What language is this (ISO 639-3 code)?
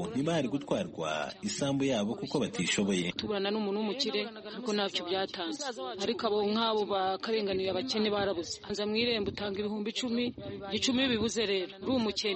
kin